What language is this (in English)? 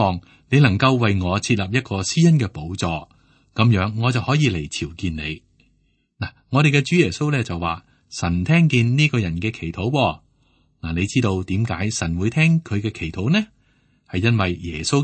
Cantonese